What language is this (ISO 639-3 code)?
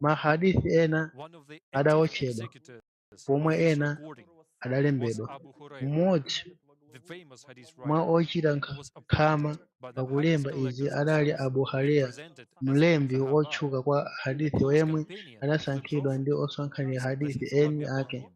nya